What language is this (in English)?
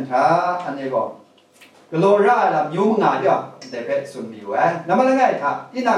Kachin